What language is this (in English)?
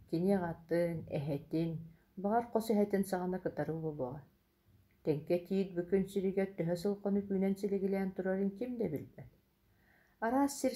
Yakut